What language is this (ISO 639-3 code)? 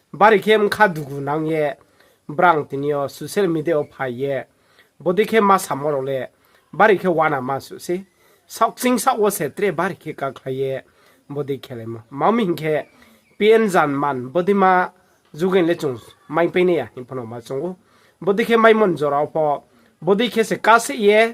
ria